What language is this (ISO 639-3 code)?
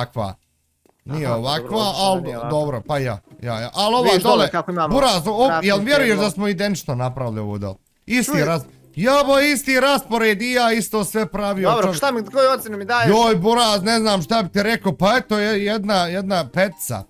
bos